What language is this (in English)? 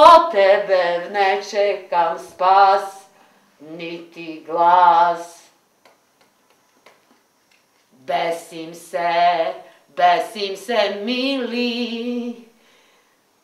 Serbian